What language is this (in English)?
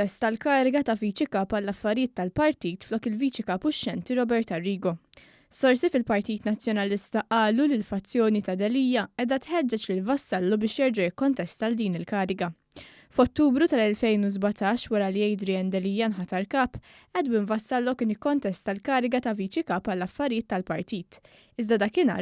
Maltese